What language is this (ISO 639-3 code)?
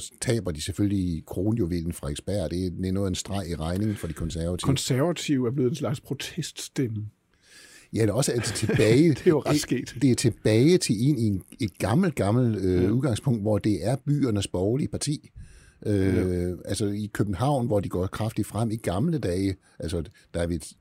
dan